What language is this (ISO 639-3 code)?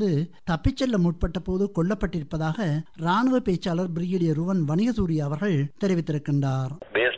tam